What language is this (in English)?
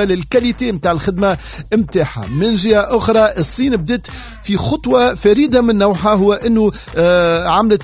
Tunisian Arabic